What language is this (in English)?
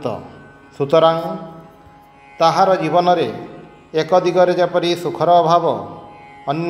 Odia